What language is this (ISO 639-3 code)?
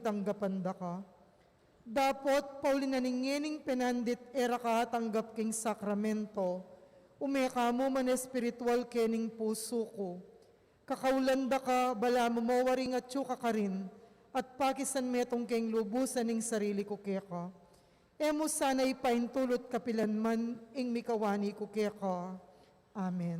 pam